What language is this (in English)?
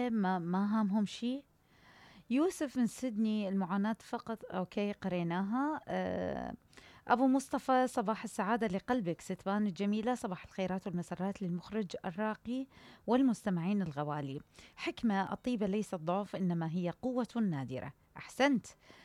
Mesopotamian Arabic